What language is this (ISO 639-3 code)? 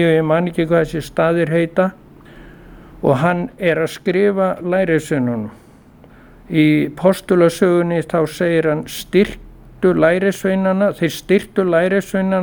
isl